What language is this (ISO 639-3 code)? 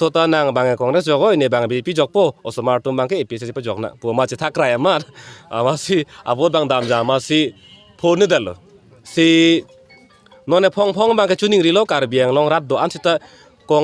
mjw